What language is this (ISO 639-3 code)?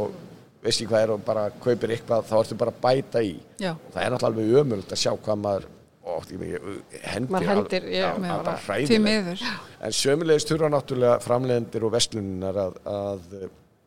isl